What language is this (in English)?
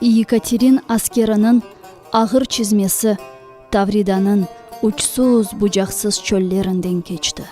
Crimean Tatar